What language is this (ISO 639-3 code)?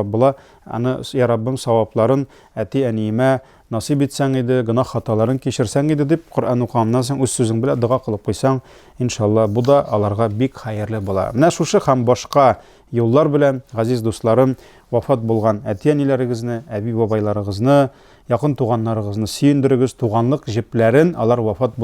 tat